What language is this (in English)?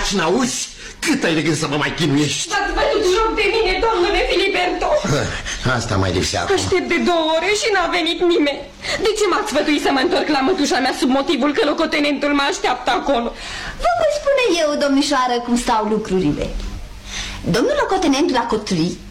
Romanian